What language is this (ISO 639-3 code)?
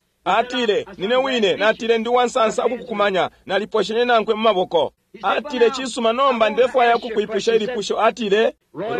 bem